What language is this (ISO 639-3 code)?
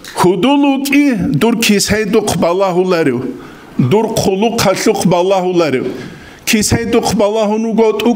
ava